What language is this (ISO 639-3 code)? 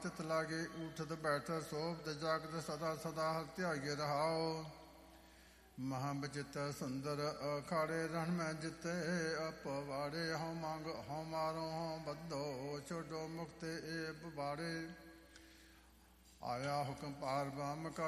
pan